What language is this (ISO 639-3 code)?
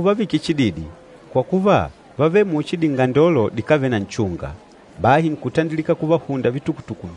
kde